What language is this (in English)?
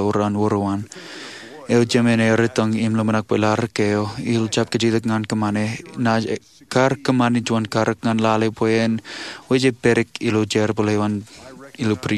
Marshallese